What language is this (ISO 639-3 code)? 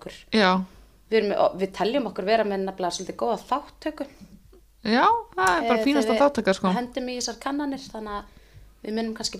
isl